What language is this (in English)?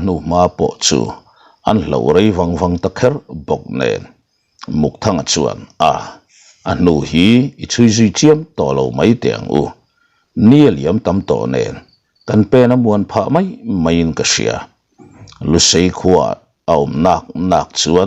Mizo